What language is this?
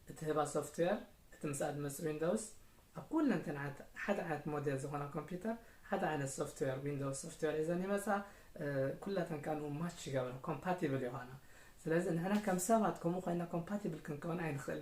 Tigrinya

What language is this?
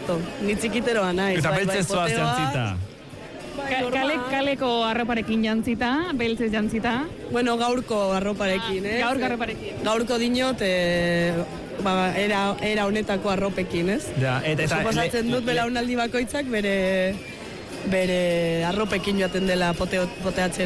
Basque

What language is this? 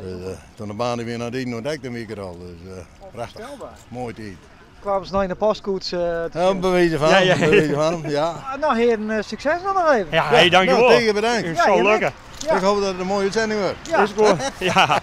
Western Frisian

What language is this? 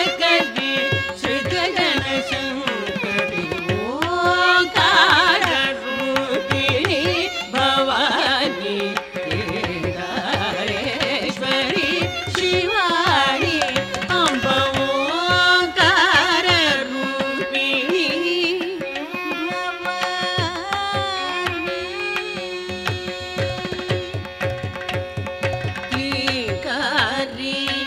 Kannada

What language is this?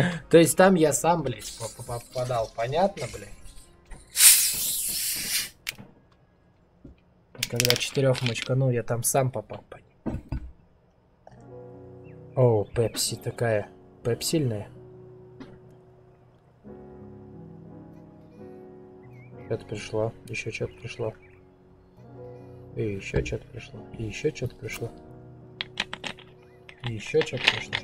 Russian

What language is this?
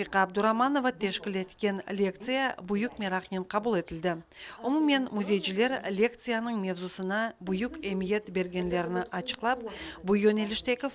Crimean Tatar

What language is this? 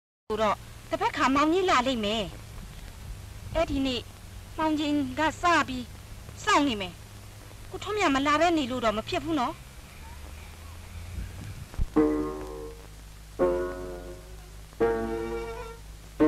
Burmese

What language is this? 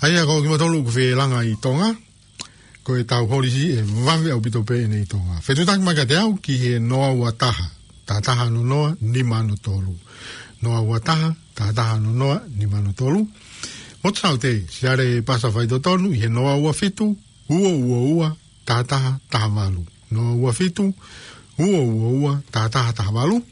Tongan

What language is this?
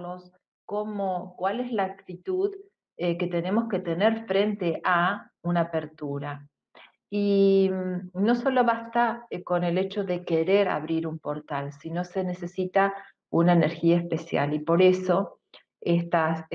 Spanish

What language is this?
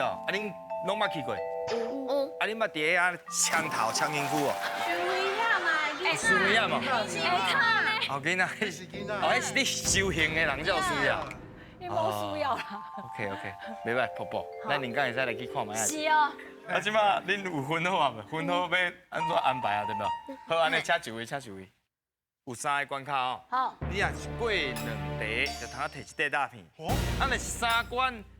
Min Nan Chinese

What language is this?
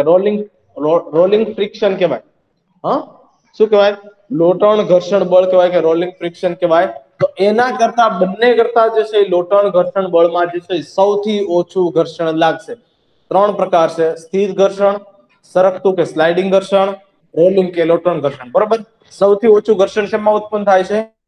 Gujarati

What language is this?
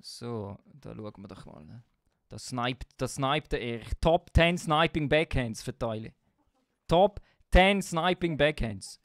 Swiss German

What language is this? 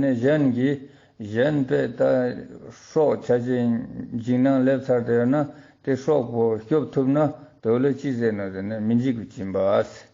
Ladakhi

